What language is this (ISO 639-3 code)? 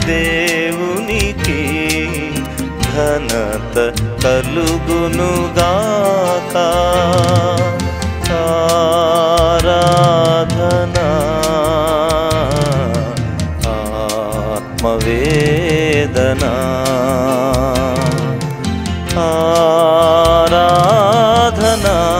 tel